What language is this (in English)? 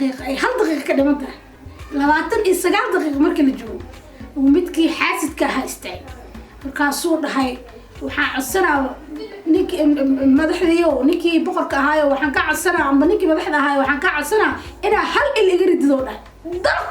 Somali